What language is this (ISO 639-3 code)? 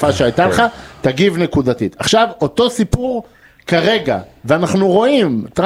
heb